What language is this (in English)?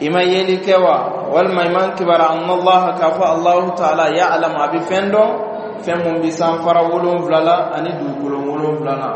Bambara